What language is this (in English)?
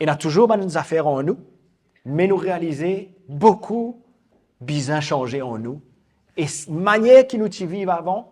Morisyen